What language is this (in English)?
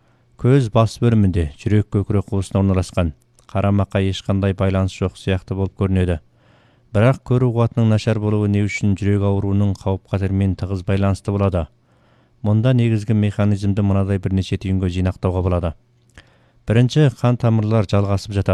Kazakh